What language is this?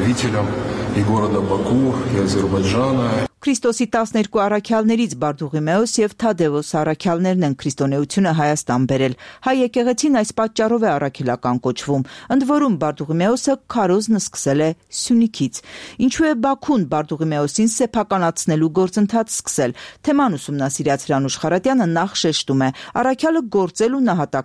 Armenian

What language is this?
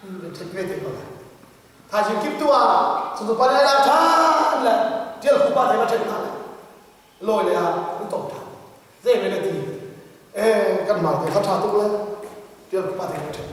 Hakha Chin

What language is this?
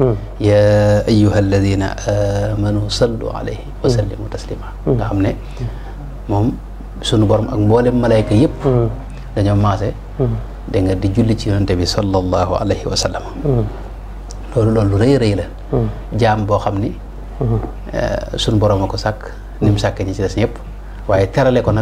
Wolof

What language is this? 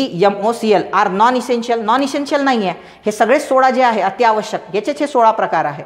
Marathi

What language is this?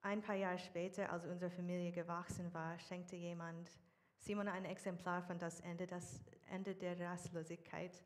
Swiss German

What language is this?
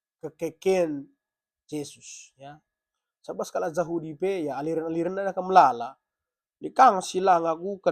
Batak Karo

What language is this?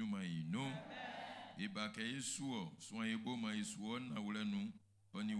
Baoulé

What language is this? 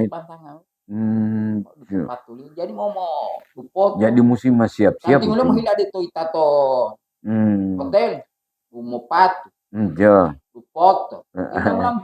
Gorontalo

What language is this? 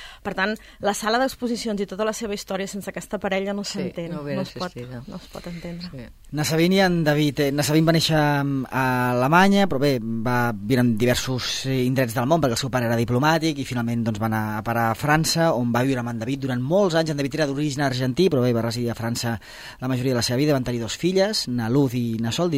Catalan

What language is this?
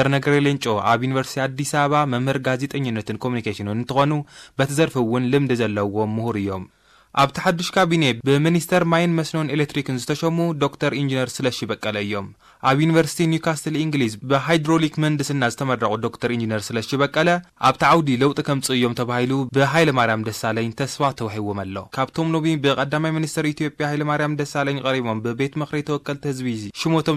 Tigrinya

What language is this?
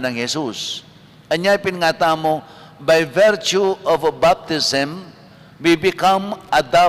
Pampanga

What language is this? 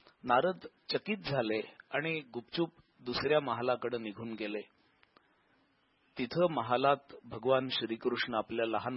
Marathi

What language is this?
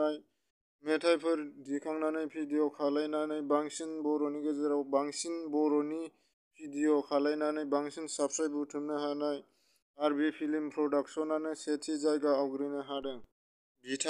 Bodo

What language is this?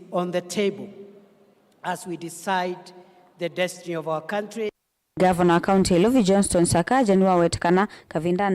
Kamba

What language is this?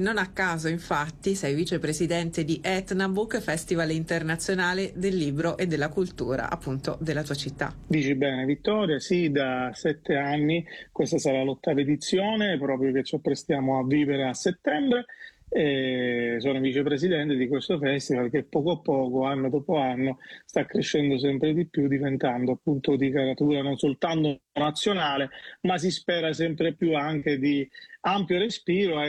Italian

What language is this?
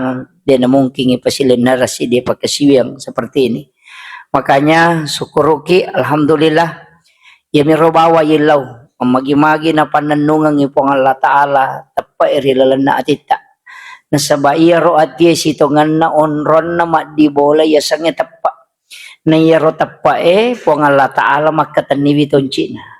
Buginese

